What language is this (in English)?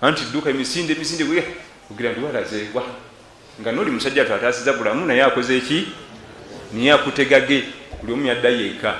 Ganda